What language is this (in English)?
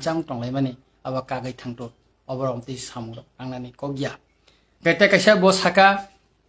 Kok Borok